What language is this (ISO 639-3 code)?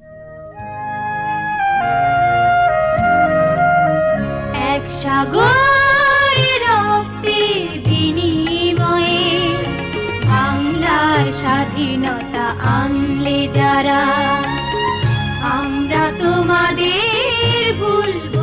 ben